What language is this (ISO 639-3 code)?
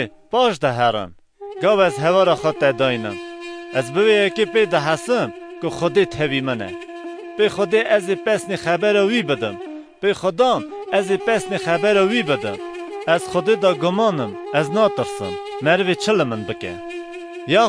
kur